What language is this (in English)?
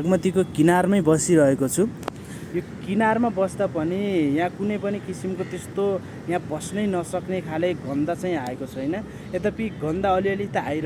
Nepali